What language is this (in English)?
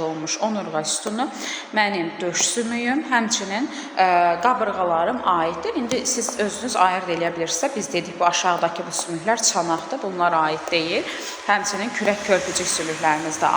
Azerbaijani